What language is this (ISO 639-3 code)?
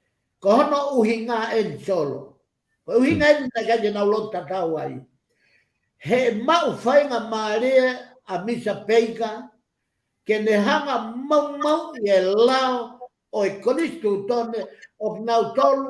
ton